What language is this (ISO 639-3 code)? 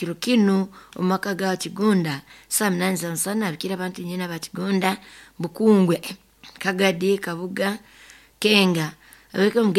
nyo